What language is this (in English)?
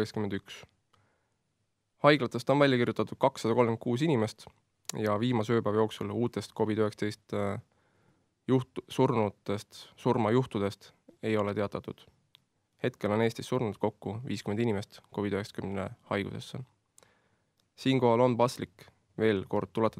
Estonian